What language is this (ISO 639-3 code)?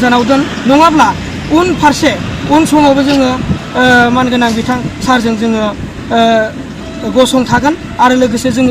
brx